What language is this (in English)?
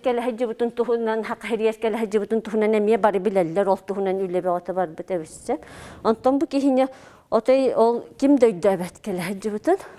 Yakut